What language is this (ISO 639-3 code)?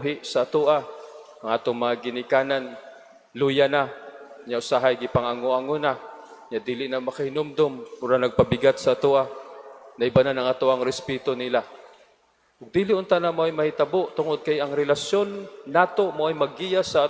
ceb